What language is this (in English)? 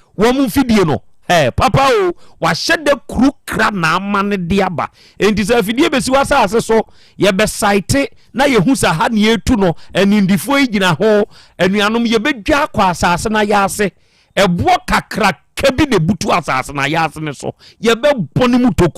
Akan